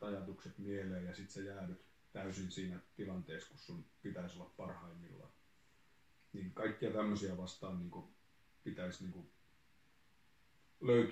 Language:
Finnish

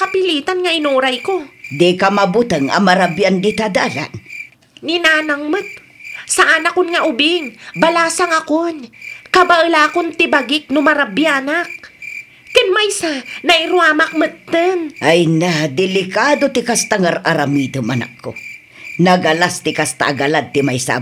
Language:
Iloko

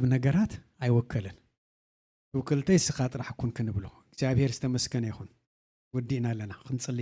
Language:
Tigrinya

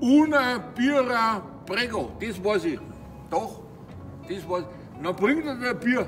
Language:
Bavarian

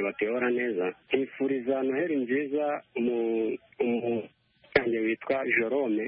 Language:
Kinyarwanda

